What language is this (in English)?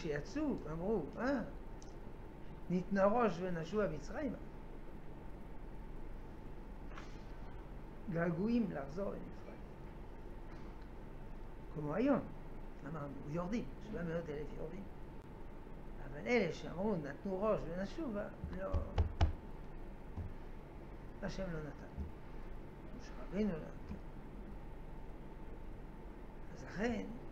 Hebrew